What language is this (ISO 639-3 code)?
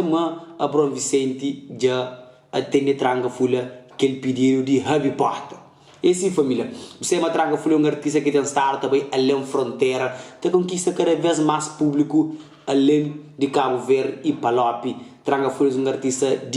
kea